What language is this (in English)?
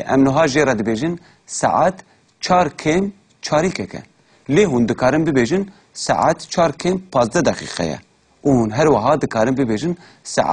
Kurdish